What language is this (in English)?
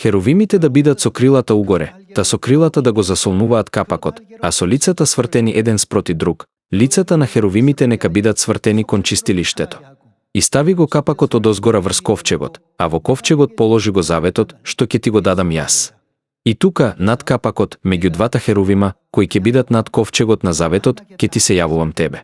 Macedonian